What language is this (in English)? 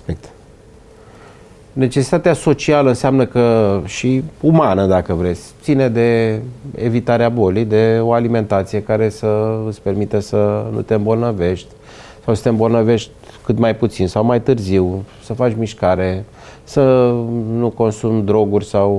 Romanian